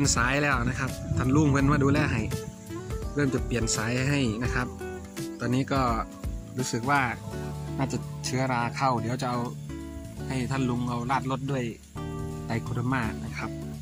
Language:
Thai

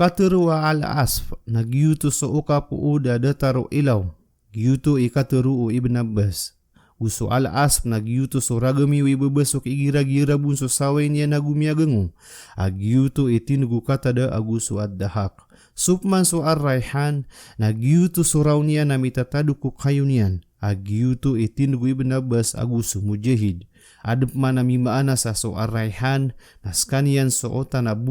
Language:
Maranao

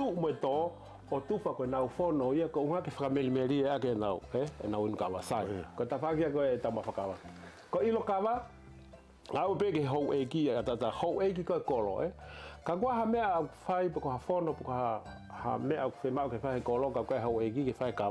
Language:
Tongan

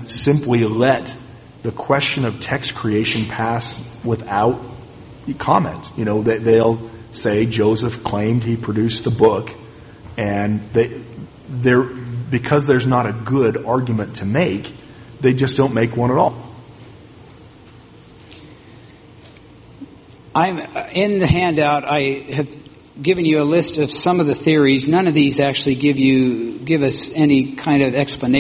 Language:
English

